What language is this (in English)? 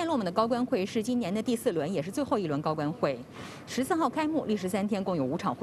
Chinese